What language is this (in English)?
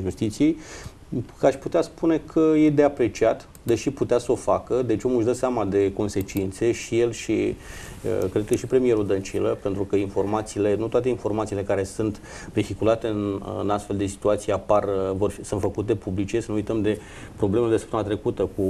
Romanian